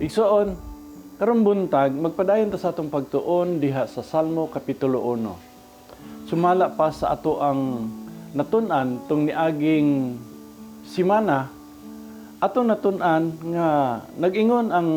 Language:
Cebuano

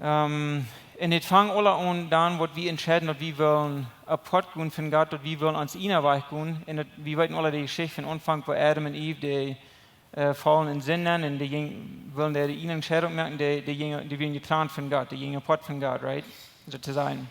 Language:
Plautdietsch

